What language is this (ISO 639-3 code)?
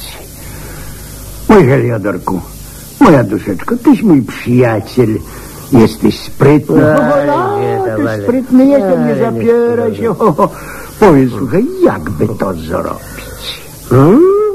pol